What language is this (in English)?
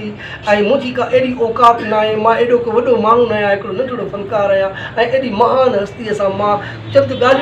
Sindhi